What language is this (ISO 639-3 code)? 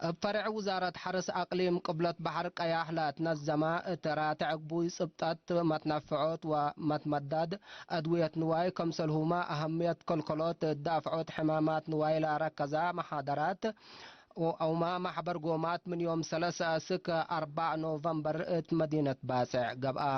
tig